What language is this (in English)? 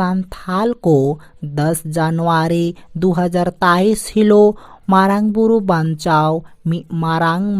Santali